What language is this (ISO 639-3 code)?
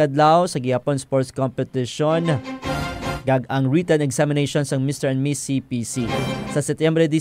hil